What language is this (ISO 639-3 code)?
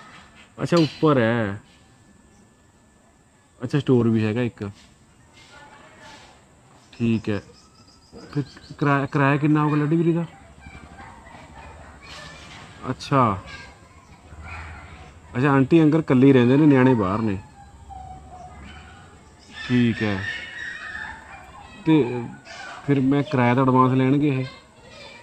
pan